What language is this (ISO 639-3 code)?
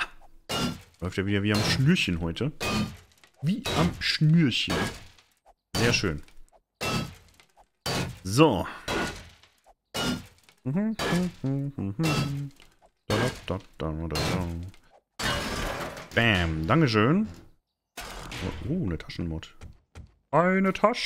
deu